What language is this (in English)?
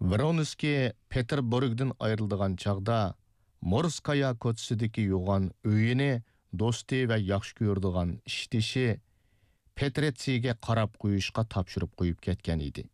Uyghur